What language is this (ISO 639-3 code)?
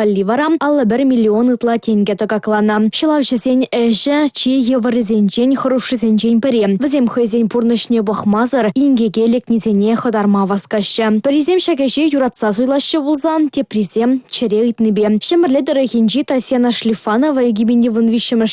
chv